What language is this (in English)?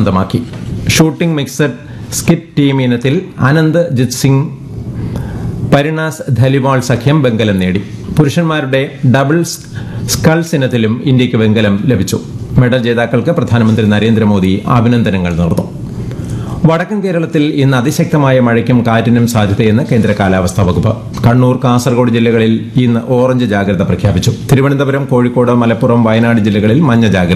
Malayalam